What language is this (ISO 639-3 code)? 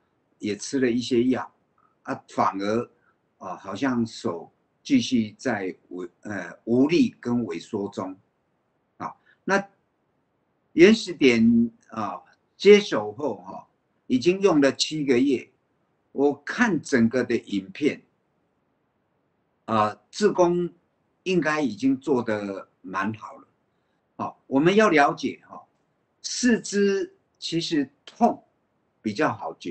zho